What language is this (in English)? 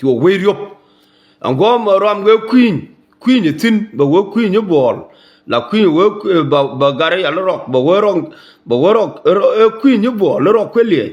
Nuer